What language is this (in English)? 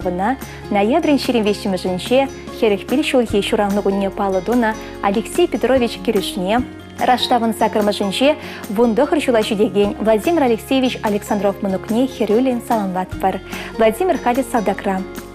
Chuvash